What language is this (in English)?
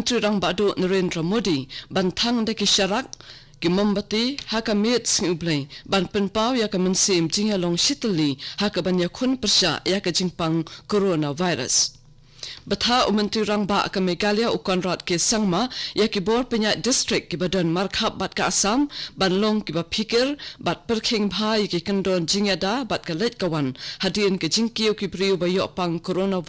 Khasi